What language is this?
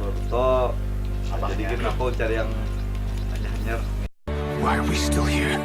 Banjar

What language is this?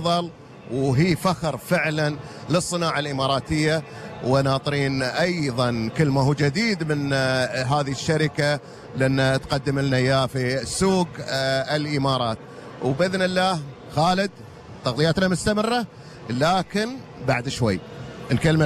Gulf Arabic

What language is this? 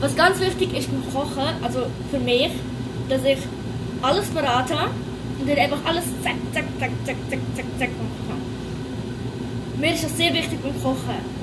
Swiss German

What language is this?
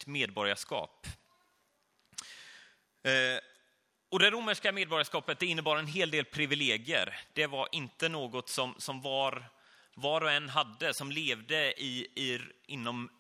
Swedish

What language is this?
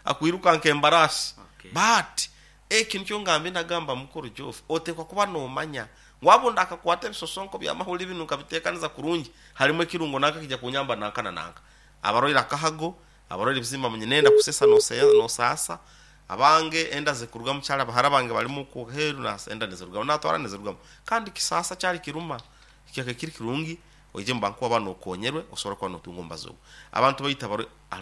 Nyoro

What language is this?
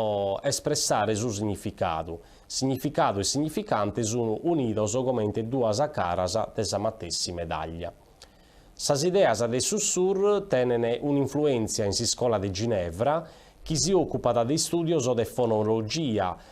Sardinian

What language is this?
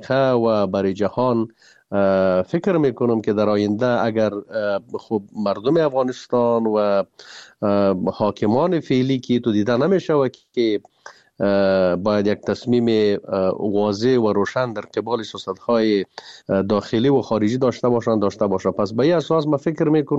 Persian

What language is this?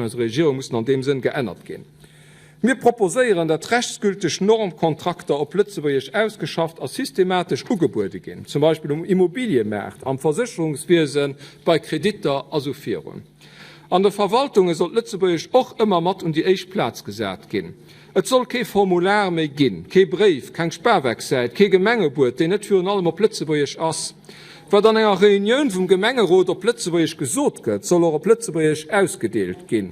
Luxembourgish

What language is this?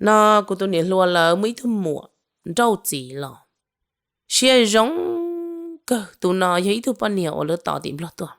Hmong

